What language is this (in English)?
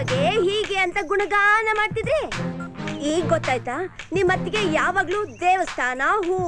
Kannada